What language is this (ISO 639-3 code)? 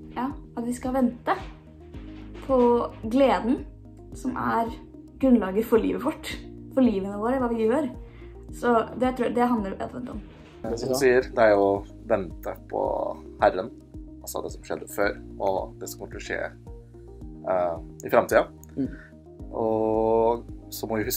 nor